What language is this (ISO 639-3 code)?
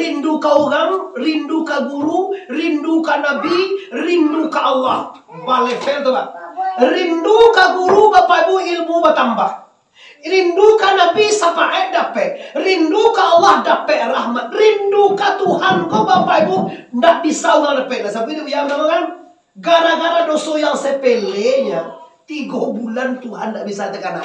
min